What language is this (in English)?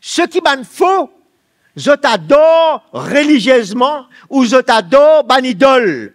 Morisyen